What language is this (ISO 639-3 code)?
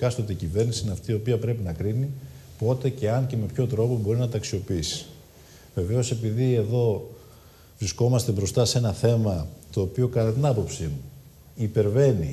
ell